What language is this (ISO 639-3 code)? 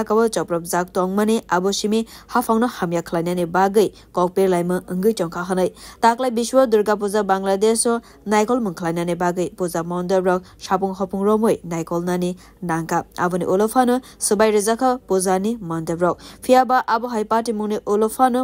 trp